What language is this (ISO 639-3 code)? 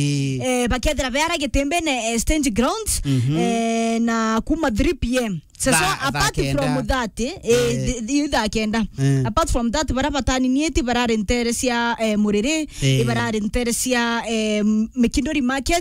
mer